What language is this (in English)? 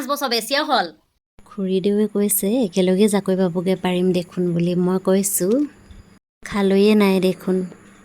Assamese